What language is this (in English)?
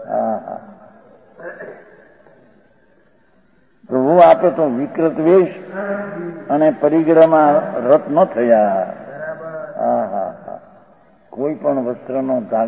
Gujarati